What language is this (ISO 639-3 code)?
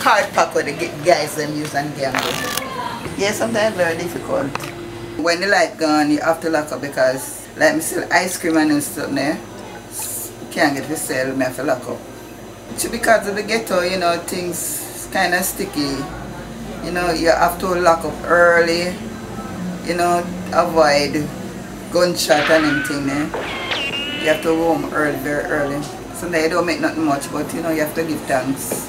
jam